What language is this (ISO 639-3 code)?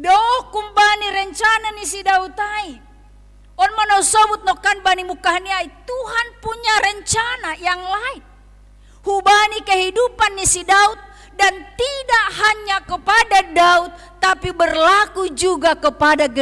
bts